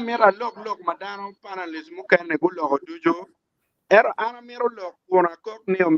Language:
Acoli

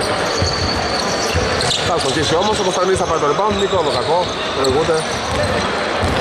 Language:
Greek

